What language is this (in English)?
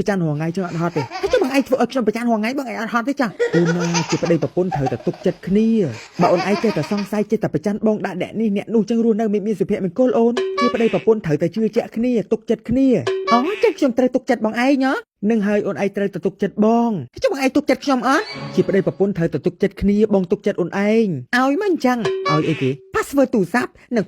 Khmer